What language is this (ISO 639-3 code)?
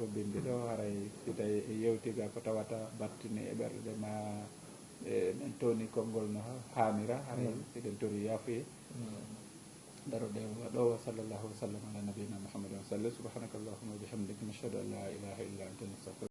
ful